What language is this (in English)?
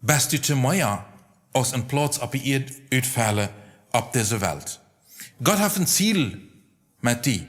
Plautdietsch